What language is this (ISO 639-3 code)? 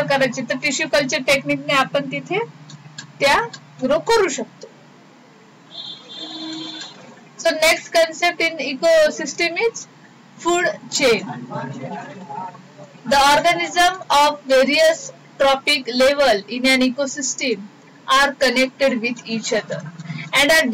mar